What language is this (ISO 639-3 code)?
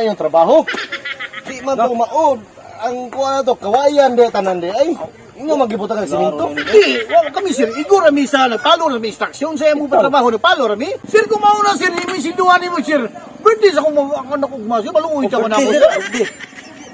ceb